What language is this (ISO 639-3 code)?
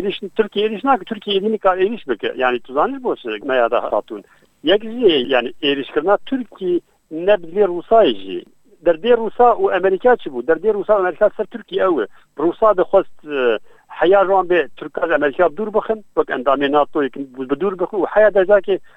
kur